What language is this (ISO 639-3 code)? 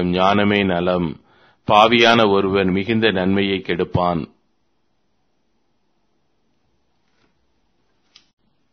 tam